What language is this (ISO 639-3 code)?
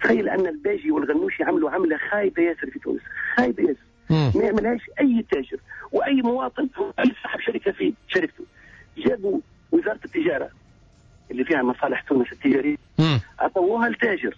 aeb